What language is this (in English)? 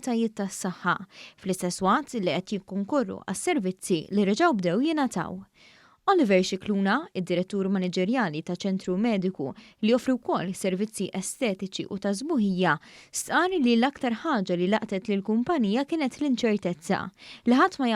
Maltese